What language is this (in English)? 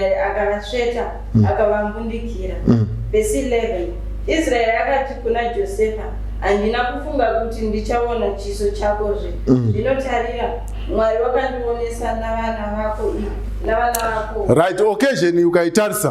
Shona